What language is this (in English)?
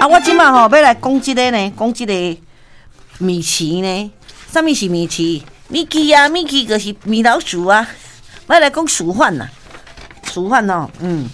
Min Nan Chinese